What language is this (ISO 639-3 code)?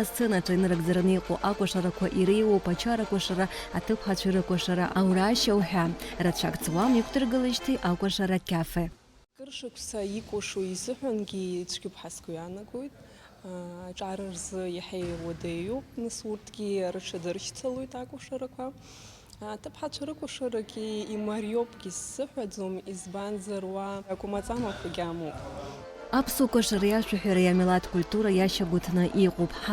abk